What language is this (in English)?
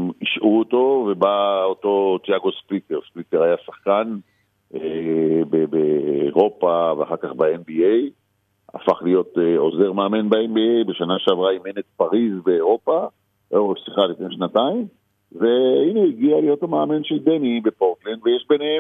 Hebrew